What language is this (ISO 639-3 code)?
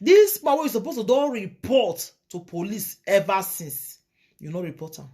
pcm